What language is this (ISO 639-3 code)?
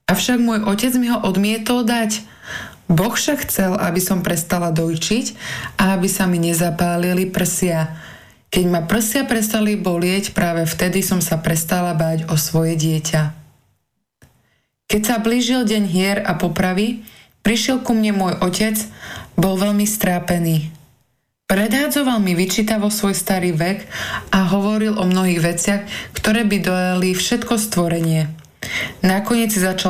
slk